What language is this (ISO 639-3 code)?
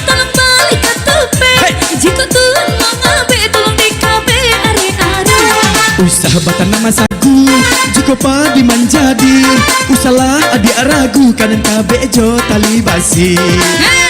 min